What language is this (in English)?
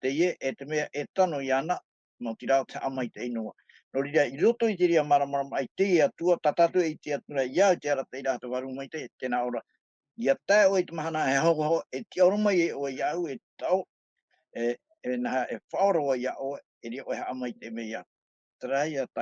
Tahitian